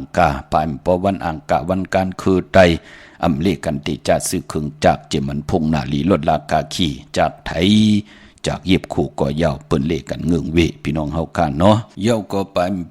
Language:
Shan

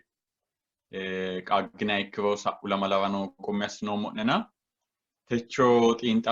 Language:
Sidamo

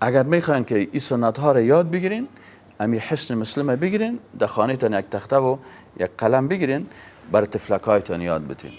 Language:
Persian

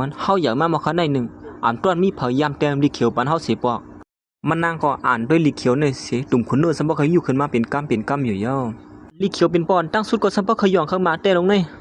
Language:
Shan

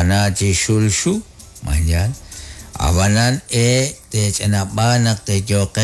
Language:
Kekchí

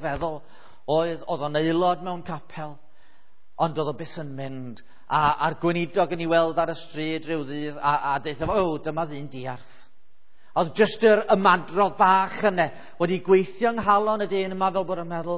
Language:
Welsh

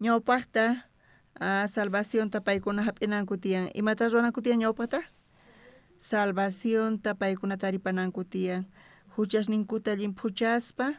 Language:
South Bolivian Quechua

